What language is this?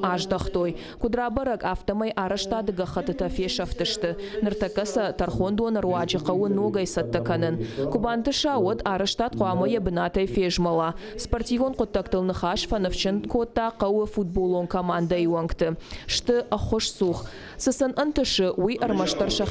Ossetic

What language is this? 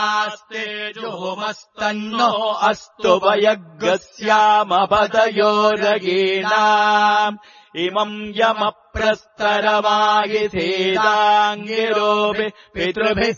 Sanskrit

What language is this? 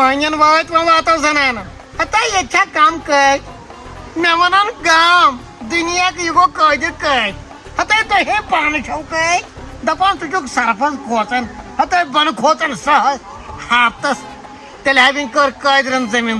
Kashmiri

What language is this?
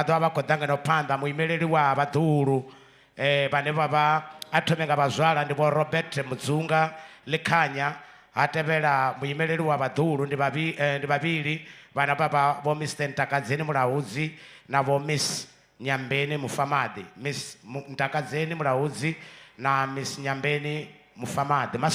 Venda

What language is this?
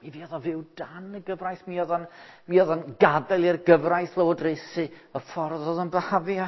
Welsh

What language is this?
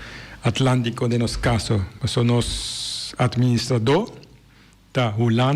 Papiamento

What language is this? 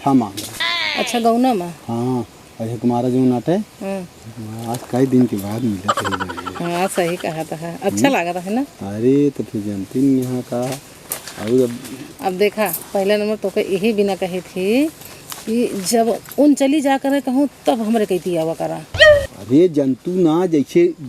Awadhi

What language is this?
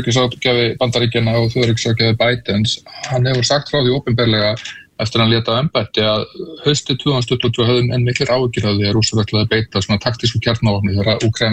Icelandic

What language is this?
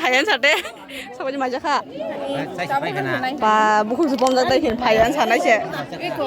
Kok Borok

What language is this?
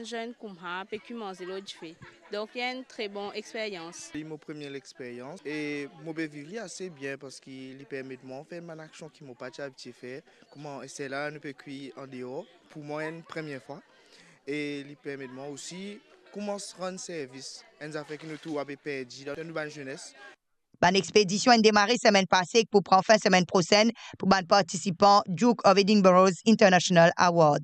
Morisyen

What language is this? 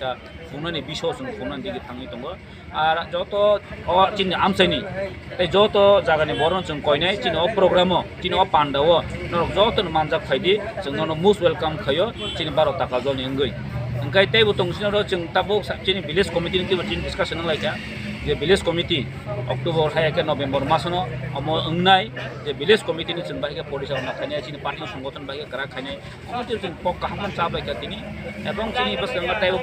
Kok Borok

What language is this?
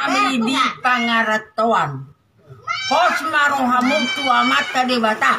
Batak Toba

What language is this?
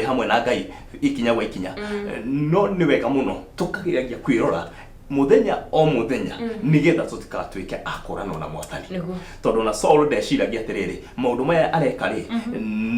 Kikuyu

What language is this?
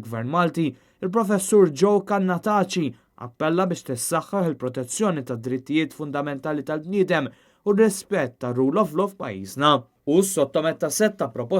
Maltese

